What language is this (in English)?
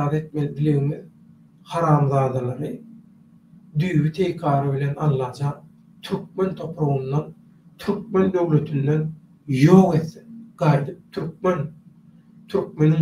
Turkmen